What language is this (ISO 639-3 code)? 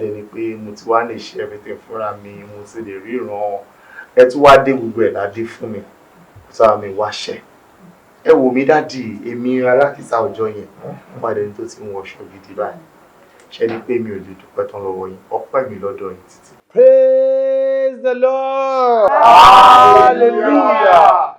yor